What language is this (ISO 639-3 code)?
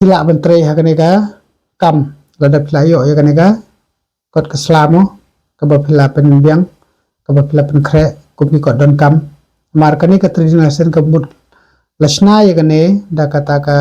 kha